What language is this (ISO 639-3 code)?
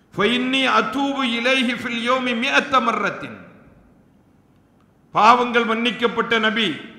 tam